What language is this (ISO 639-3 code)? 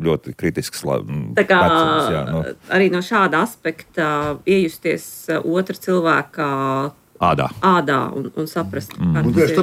lav